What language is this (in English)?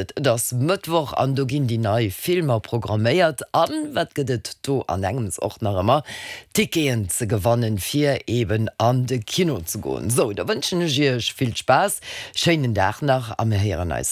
Luxembourgish